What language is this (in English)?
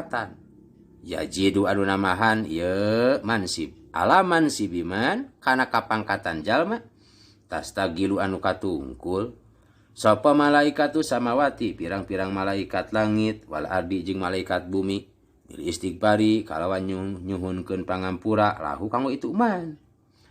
Sundanese